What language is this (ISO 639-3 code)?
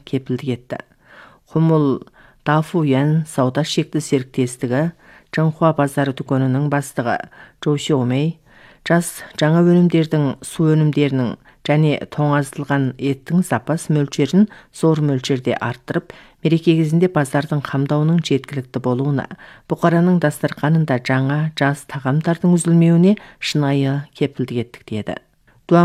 kaz